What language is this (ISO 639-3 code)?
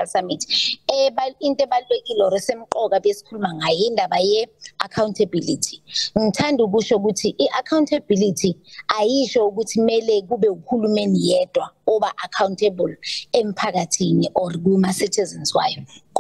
zul